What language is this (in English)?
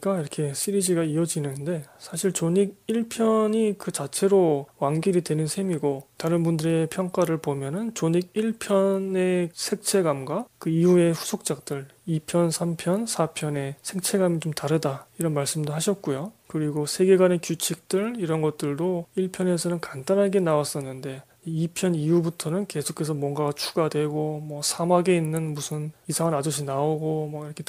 Korean